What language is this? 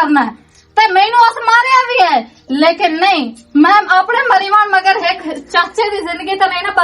Western Panjabi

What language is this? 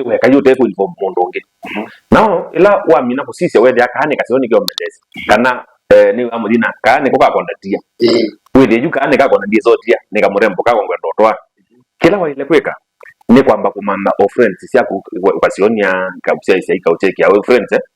Kamba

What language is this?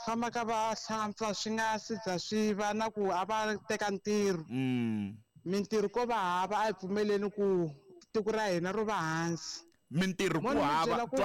Tsonga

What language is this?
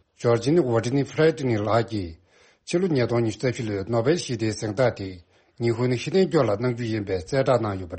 Tibetan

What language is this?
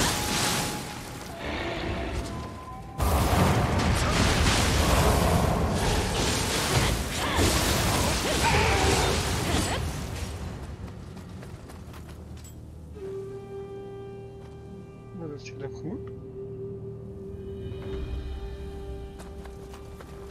Norwegian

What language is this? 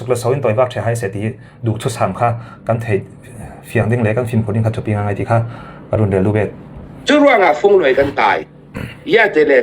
Falam Chin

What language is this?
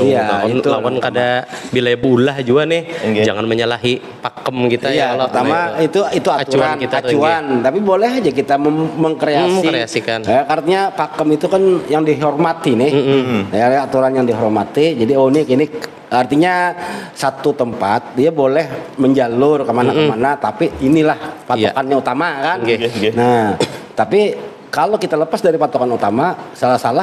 Banjar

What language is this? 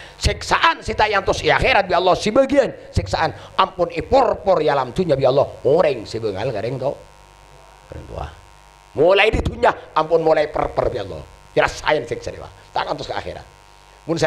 Madurese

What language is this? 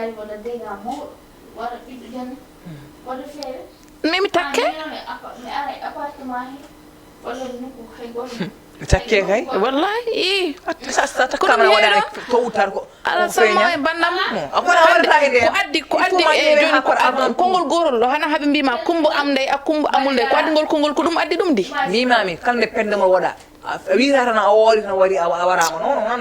Fula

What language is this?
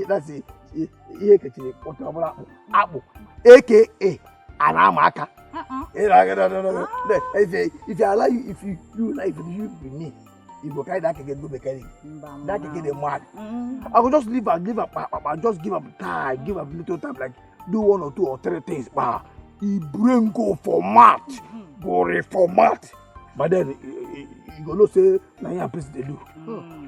Nigerian Pidgin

